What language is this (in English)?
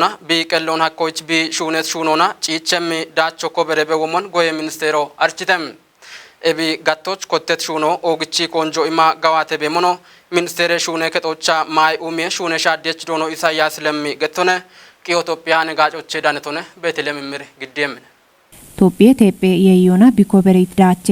Kafa